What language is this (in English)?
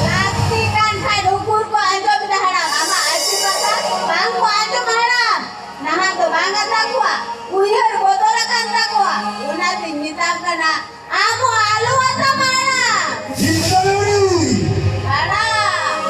Santali